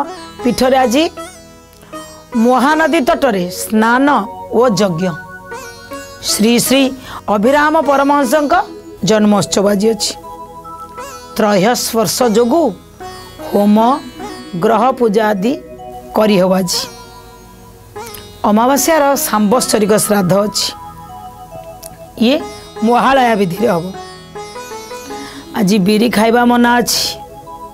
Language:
Odia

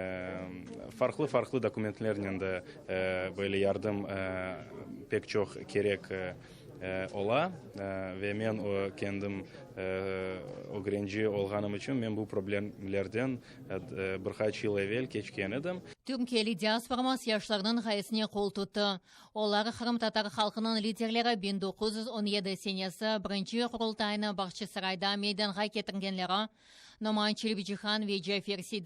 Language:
Crimean Tatar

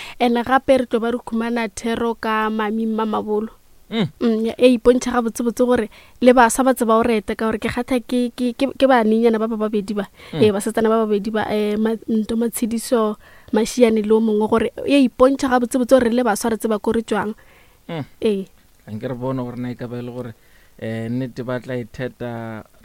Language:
Northern Sotho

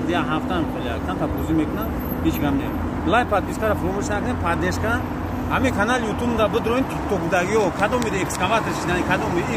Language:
Tajik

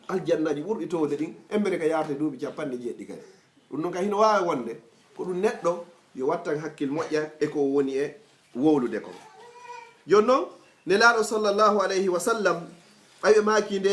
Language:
Fula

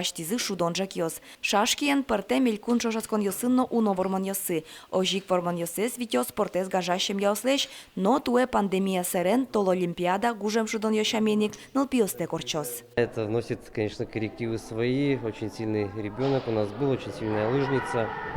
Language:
Udmurt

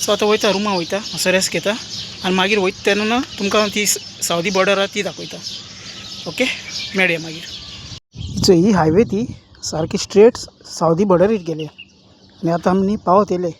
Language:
Konkani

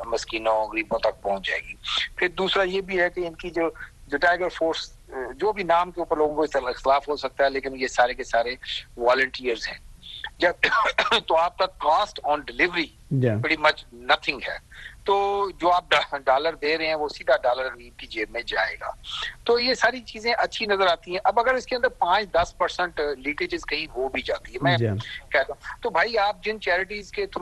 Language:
Urdu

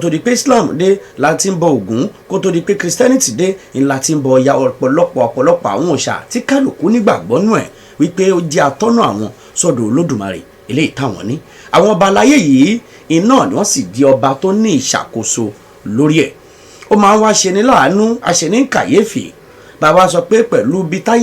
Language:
Yoruba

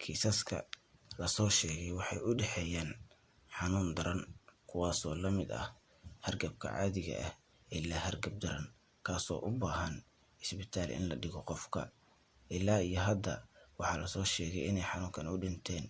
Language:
Somali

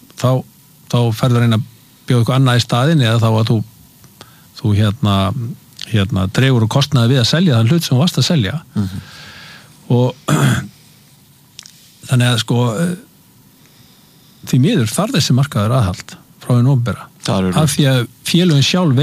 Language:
Icelandic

